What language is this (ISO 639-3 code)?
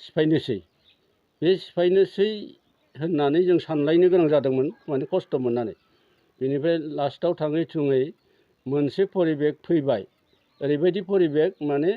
brx